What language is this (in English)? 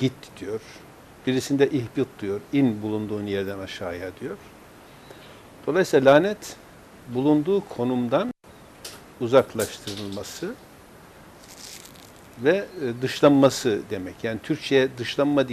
Turkish